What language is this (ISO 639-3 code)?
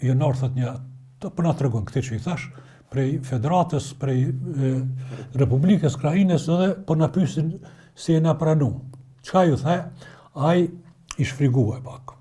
sqi